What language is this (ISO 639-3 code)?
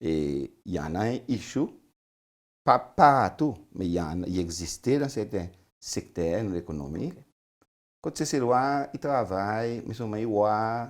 crs